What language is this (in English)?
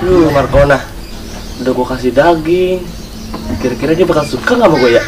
Betawi